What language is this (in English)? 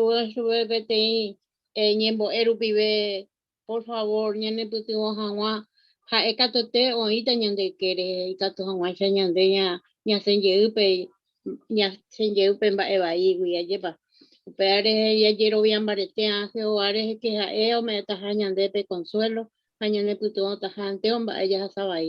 Guarani